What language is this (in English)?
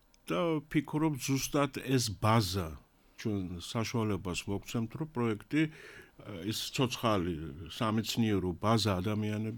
Georgian